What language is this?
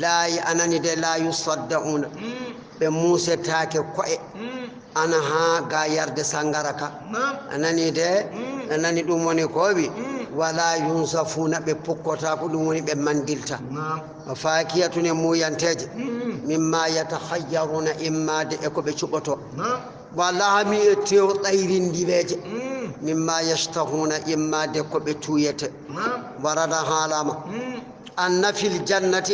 Fula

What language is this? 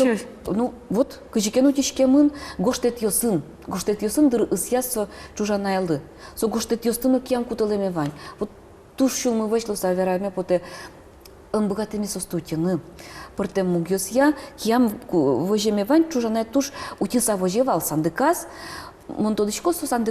Udmurt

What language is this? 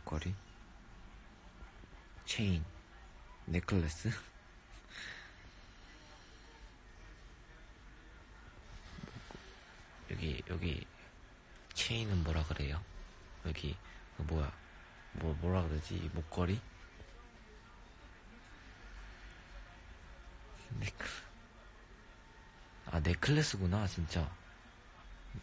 Korean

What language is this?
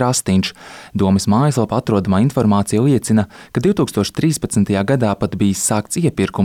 Latvian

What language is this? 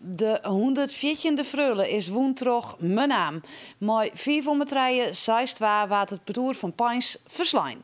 Western Frisian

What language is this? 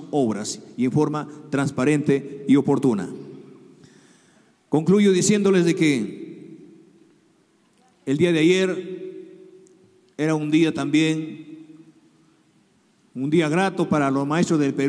Spanish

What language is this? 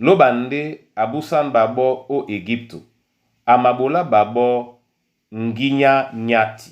Duala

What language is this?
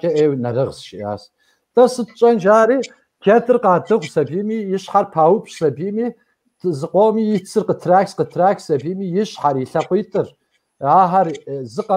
Kabardian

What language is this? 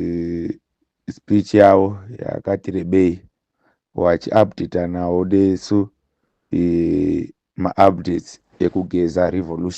Shona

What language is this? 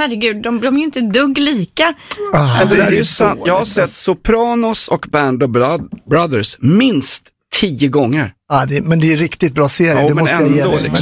Swedish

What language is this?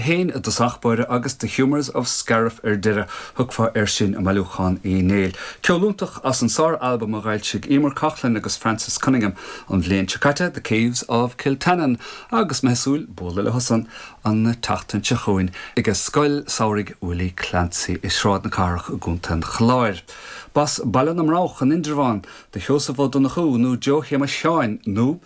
Irish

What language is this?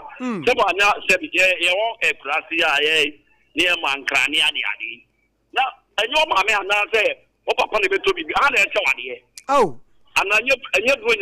Akan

